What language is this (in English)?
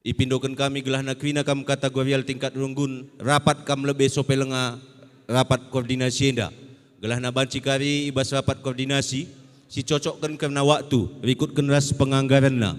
Batak Karo